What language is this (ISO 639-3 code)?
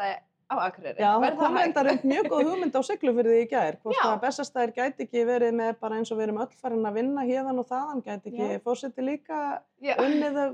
isl